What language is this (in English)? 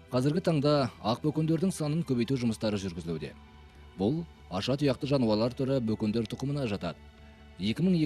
Kazakh